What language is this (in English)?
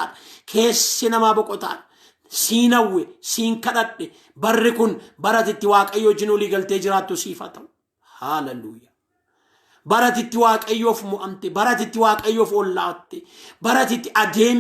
Oromo